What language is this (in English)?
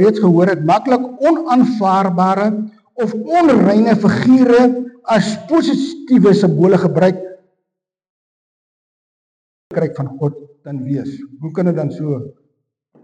Afrikaans